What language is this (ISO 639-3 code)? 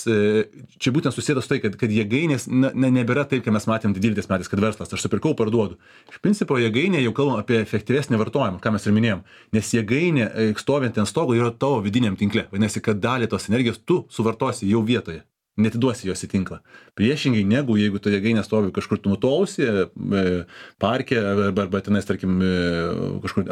lit